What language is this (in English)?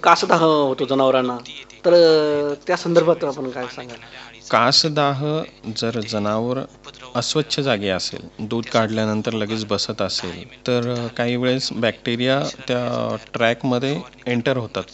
Marathi